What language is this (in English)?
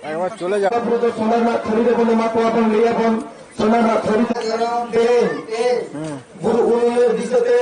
Santali